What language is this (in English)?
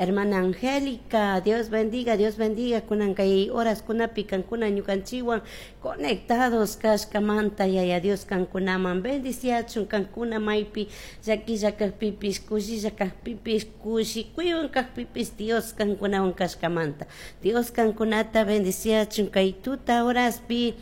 Chimborazo Highland Quichua